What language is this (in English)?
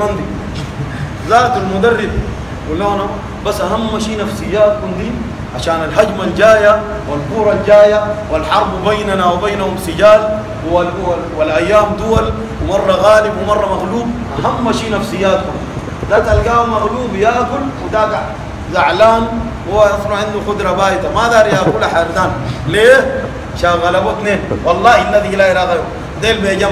Sudanese Arabic